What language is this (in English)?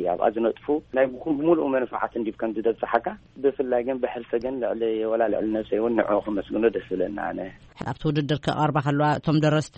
Tigrinya